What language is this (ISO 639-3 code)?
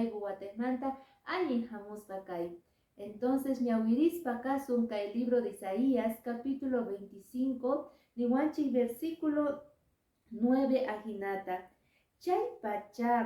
que